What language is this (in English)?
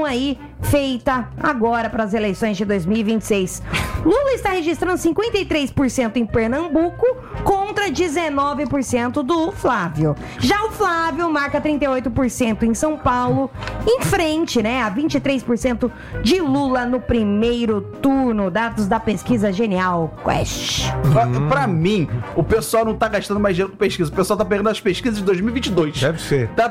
Portuguese